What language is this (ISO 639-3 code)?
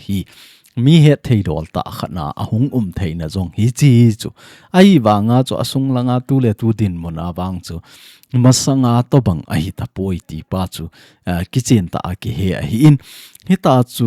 tcz